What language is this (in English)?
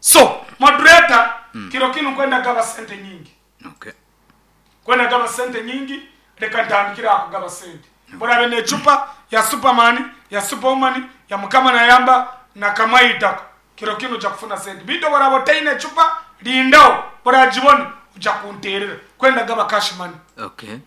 Nyankole